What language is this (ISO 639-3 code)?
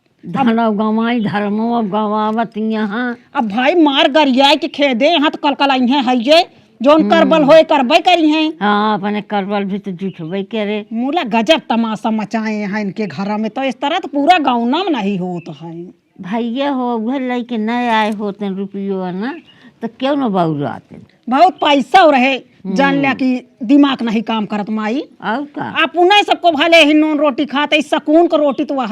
awa